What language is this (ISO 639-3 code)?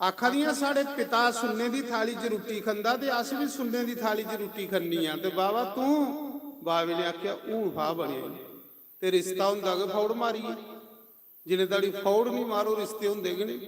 doi